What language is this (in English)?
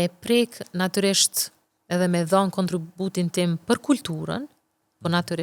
Albanian